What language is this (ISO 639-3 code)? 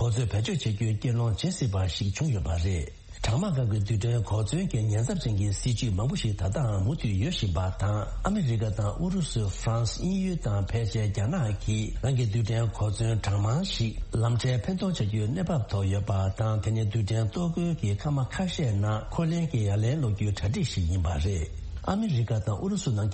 bod